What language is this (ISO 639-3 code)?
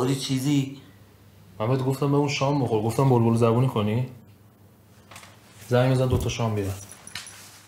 fas